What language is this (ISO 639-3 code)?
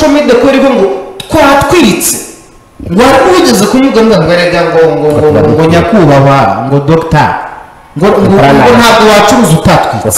kin